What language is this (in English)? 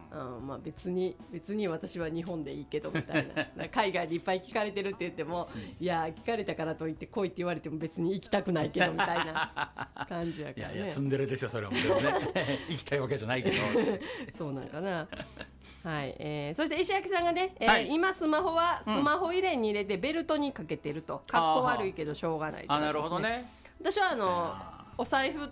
Japanese